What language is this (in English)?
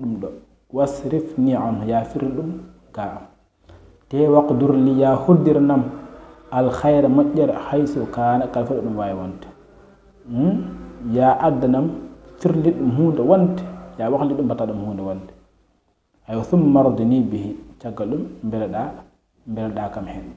Fula